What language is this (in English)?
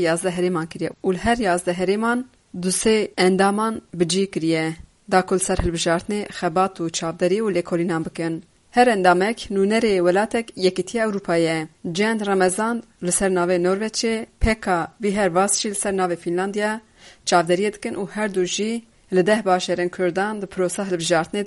Kurdish